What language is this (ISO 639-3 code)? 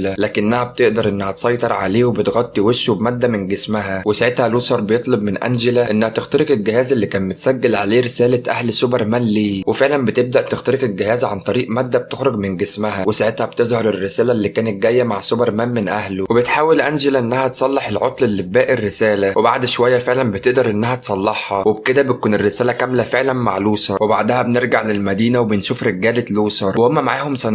arz